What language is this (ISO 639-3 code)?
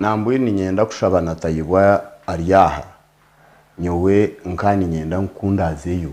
nyn